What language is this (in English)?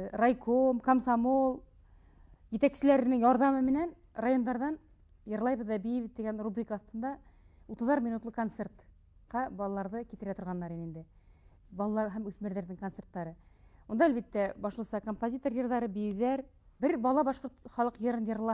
Bashkir